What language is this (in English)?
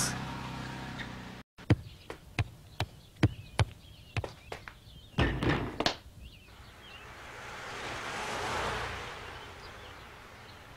Japanese